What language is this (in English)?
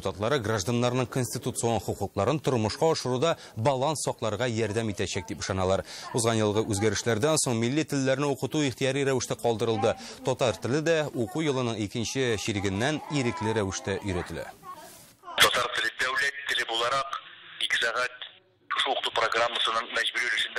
Tatar